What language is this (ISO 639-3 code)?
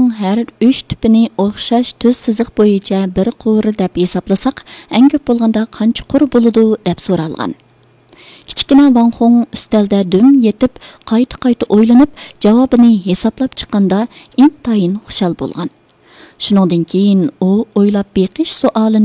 uig